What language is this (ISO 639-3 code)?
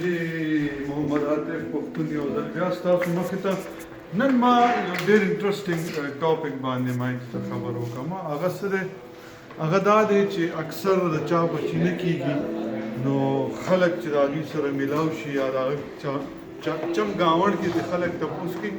pus